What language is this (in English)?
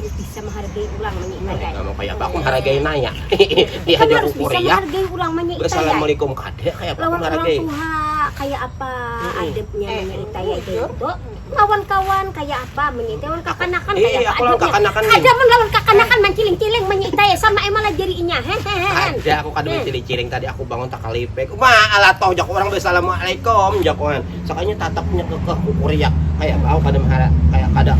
Banjar